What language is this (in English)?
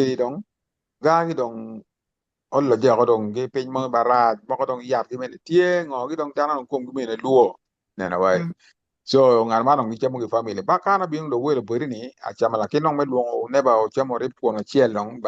Acoli